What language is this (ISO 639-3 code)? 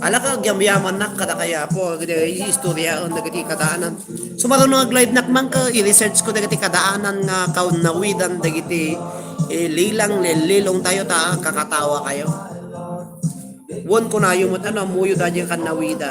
ilo